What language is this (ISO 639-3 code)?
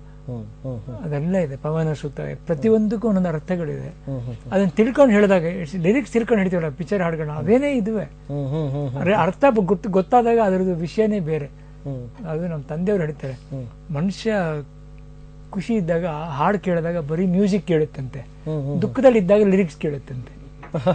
kan